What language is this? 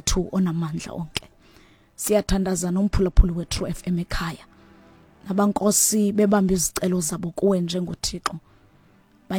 Xhosa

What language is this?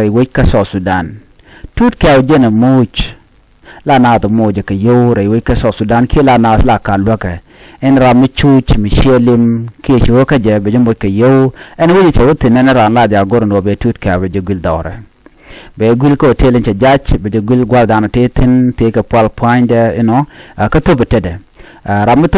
Nuer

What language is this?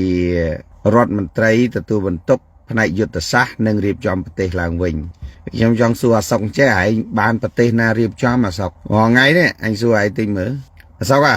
Khmer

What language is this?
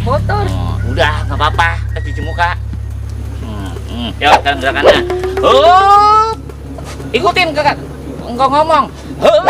Betawi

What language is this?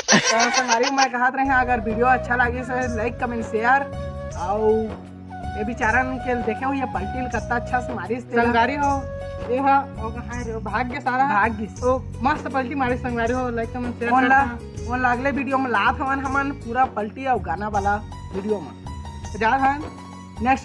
Chhattisgarhi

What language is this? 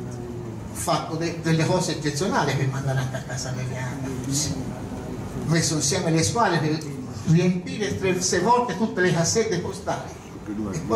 Italian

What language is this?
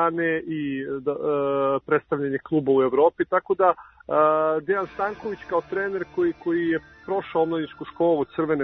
Serbian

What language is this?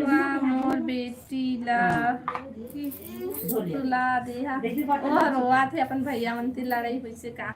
Chhattisgarhi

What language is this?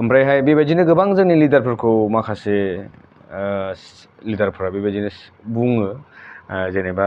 Bodo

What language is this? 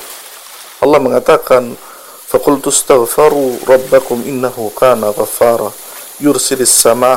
Indonesian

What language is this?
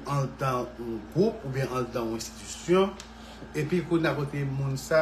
Haitian Creole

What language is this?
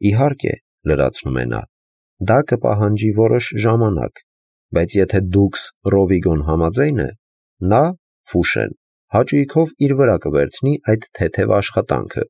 Armenian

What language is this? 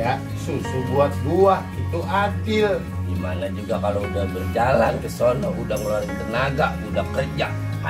Betawi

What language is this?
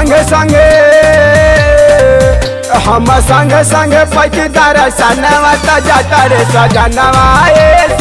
Bhojpuri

